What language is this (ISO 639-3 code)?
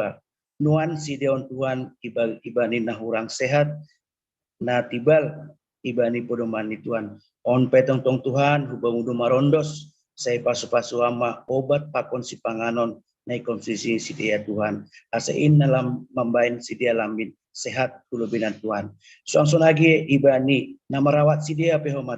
bts